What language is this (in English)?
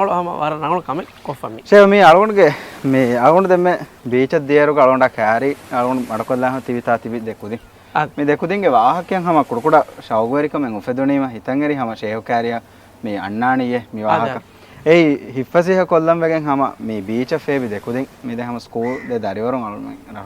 Divehi